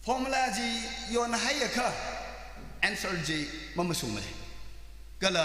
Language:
Tangkhul Naga (India)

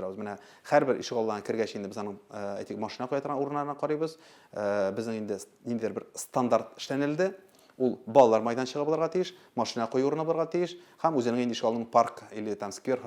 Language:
Tatar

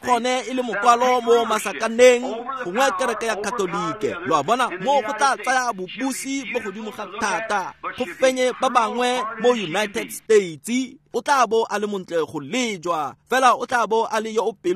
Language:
Tswana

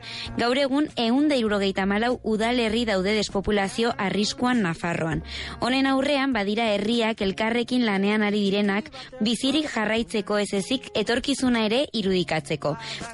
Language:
Basque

